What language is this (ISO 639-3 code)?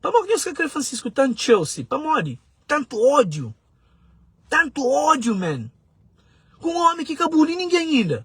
kea